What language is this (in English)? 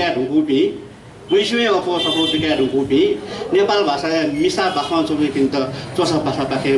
Newari